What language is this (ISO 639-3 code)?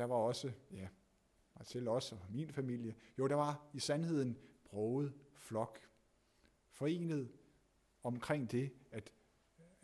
dan